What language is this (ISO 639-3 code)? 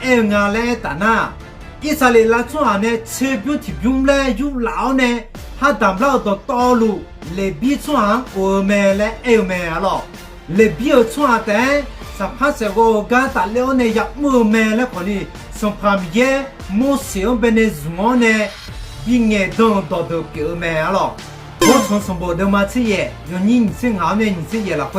ahk